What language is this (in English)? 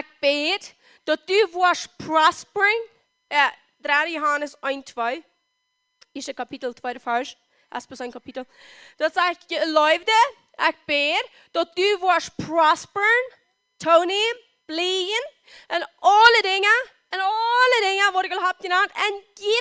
Plautdietsch